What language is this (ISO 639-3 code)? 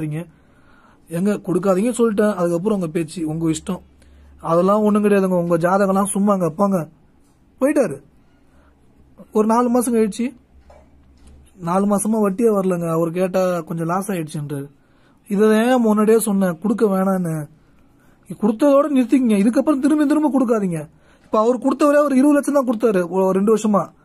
tam